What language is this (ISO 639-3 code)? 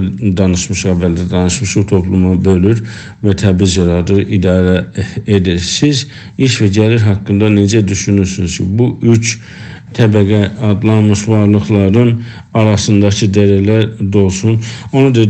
azb